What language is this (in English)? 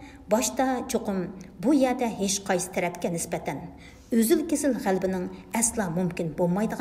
Uyghur